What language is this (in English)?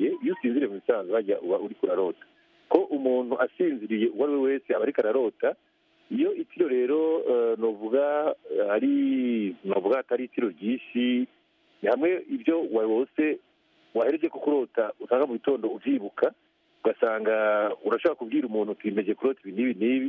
Rundi